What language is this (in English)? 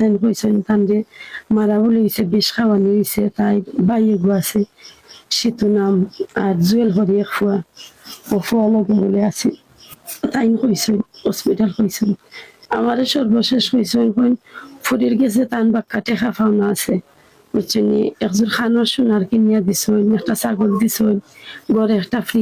Sylheti